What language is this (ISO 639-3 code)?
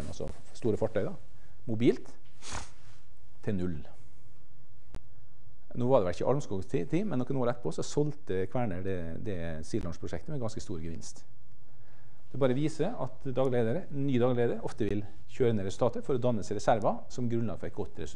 nor